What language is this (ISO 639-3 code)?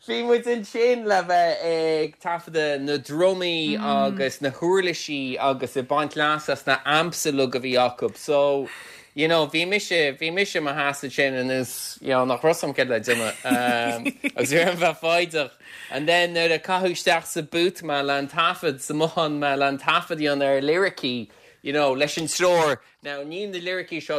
gle